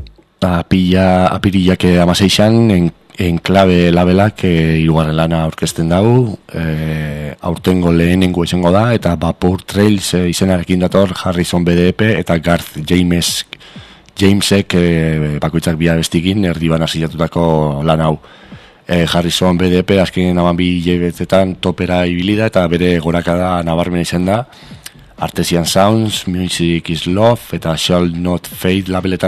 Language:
Basque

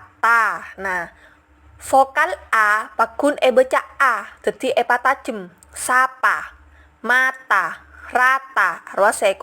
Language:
Madurese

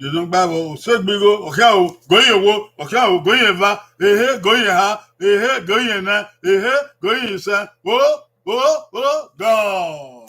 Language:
Bini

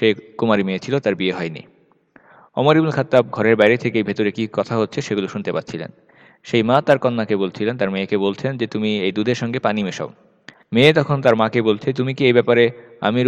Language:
Bangla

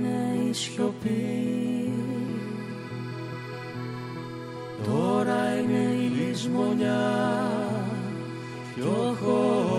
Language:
Greek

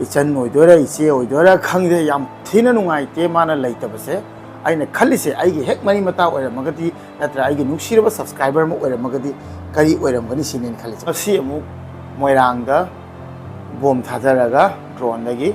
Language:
Manipuri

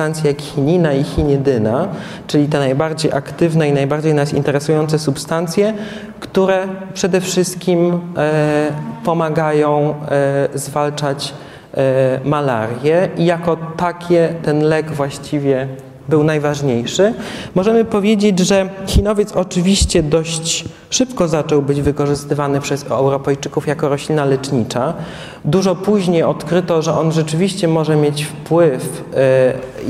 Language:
Polish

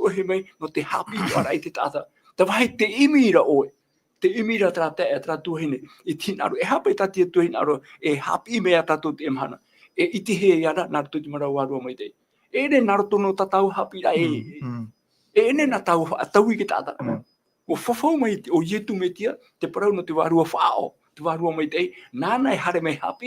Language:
Tahitian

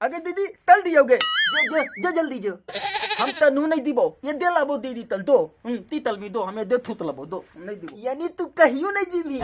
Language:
Magahi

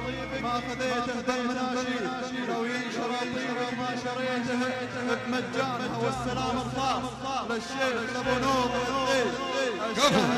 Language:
South Levantine Arabic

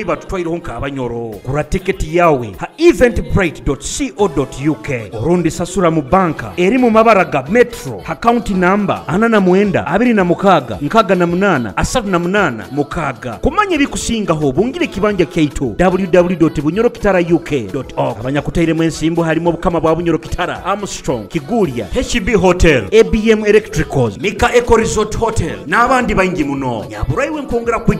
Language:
Nyoro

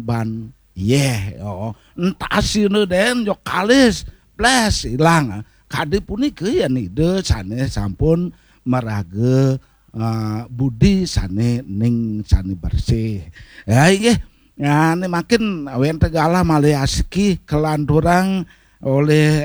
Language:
Balinese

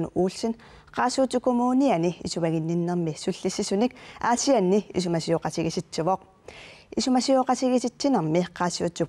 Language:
Kalaallisut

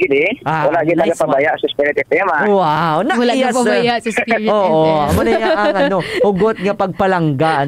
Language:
Hiligaynon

